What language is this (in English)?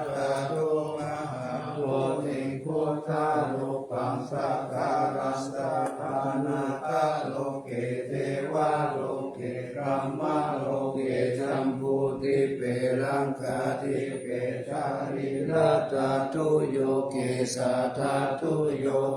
Pali